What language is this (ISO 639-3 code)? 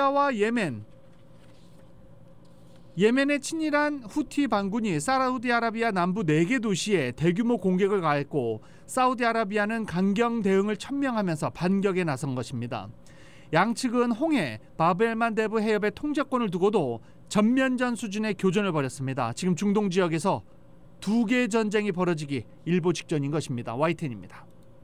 kor